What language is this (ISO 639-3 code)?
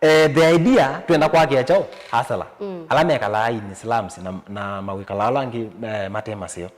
kam